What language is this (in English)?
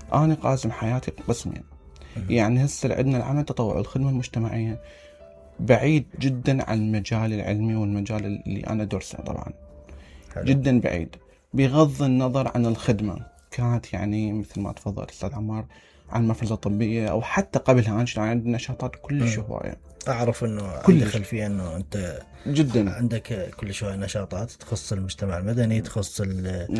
Mesopotamian Arabic